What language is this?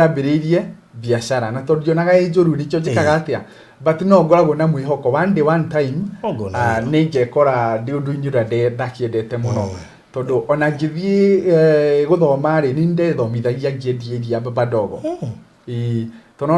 Kikuyu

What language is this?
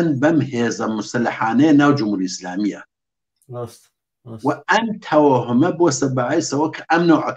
Central Kurdish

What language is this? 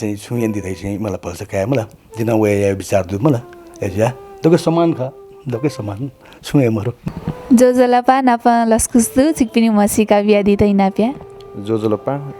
Newari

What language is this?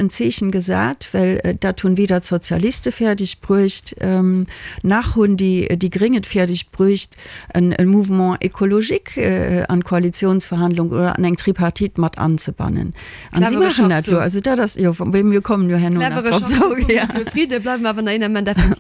Luxembourgish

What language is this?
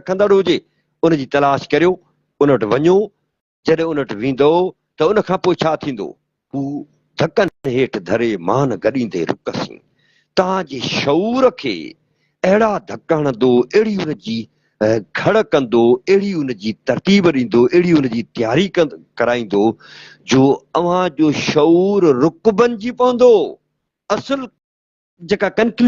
Sindhi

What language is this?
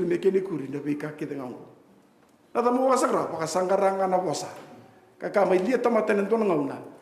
Fijian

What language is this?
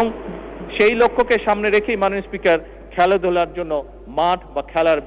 Bangla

